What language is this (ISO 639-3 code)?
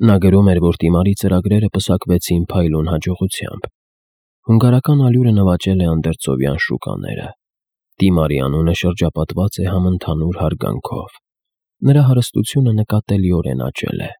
hye